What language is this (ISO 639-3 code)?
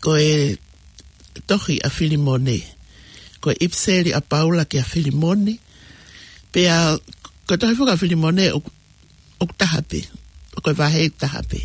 ton